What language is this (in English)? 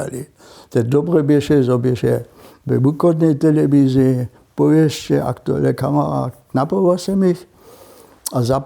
Upper Sorbian